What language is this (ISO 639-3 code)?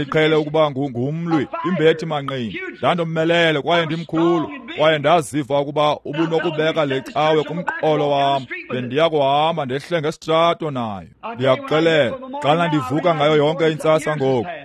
xho